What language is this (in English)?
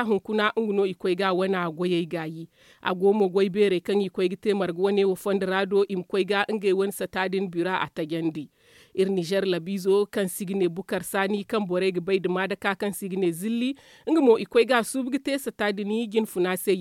Zarma